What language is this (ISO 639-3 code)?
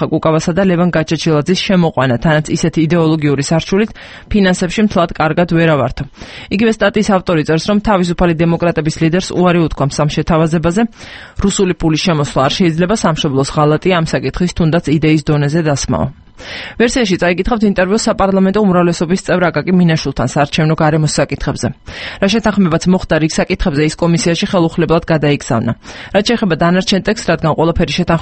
kat